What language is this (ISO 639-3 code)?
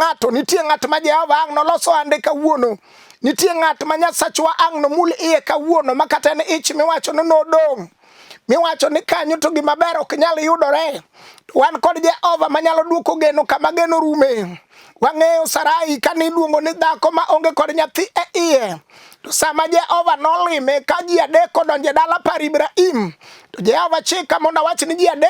luo